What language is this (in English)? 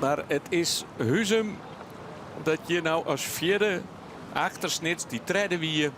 Western Frisian